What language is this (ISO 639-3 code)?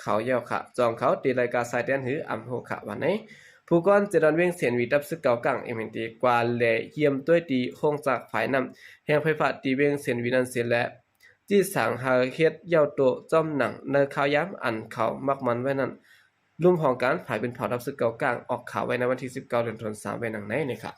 shn